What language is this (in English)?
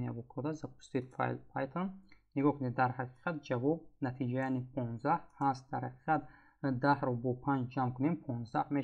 Tajik